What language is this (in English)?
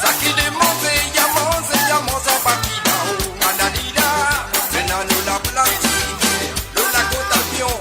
Morisyen